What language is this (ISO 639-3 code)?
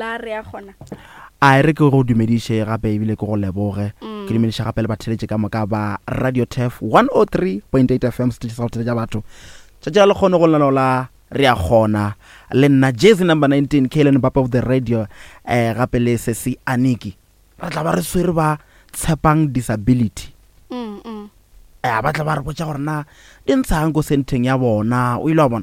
nso